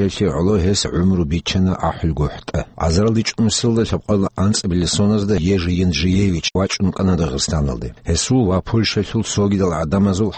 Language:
Avaric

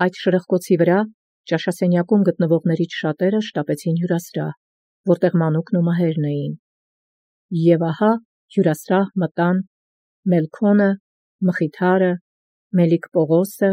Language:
Armenian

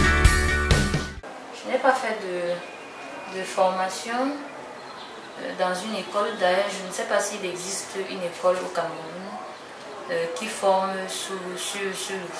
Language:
French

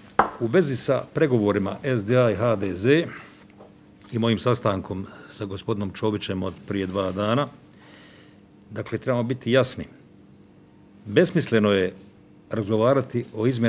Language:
Bosnian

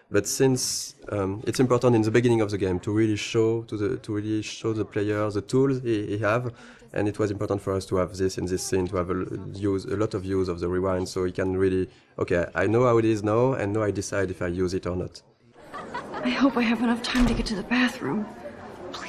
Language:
English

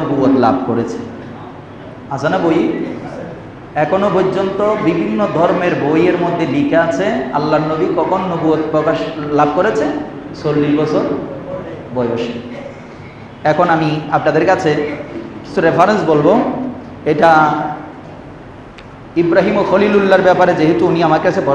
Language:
Bangla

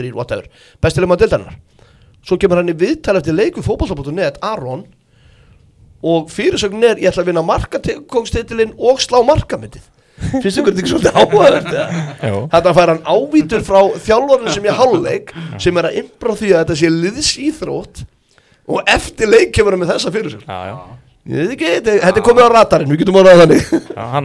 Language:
Icelandic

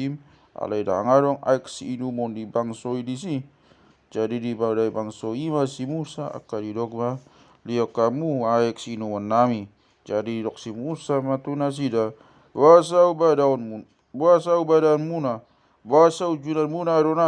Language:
Batak Toba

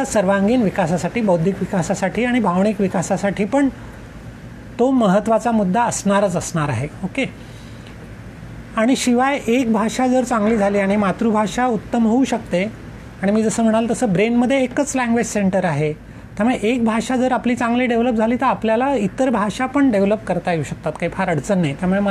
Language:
Marathi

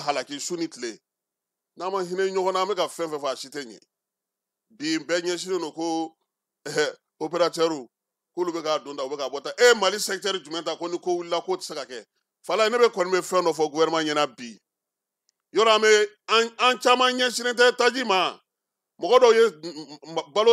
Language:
Bambara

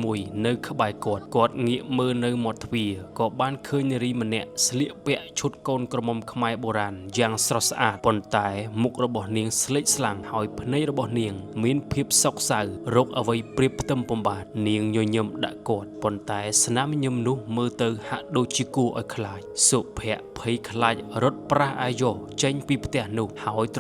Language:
Khmer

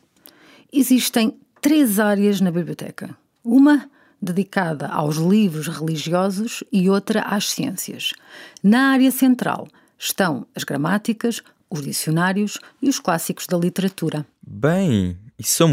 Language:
Portuguese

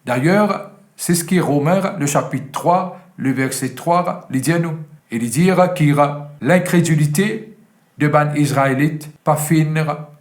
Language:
Morisyen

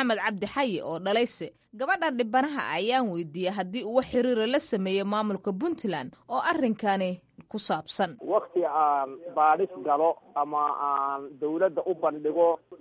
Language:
Somali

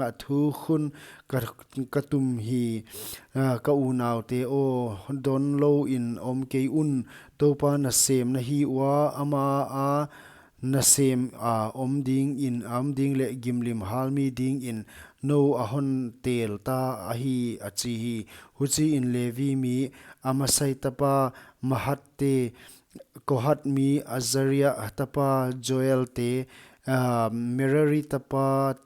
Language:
Paite Chin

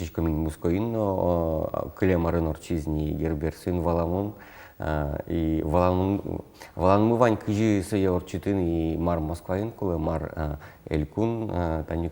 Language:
Udmurt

